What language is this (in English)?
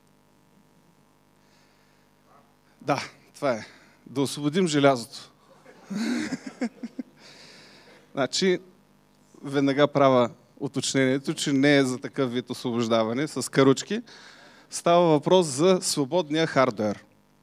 Bulgarian